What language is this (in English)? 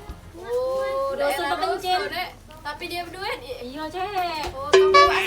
Musi